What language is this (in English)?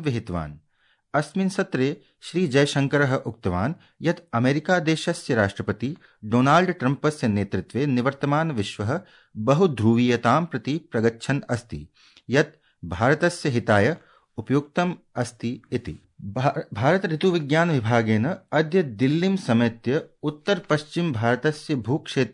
Sanskrit